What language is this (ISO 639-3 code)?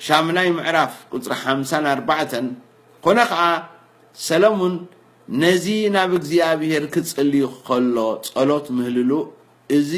tir